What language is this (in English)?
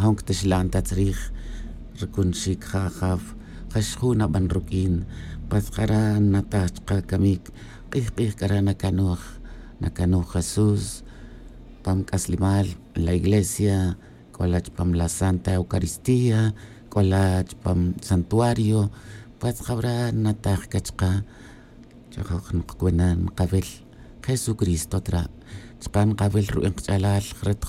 Tz'utujil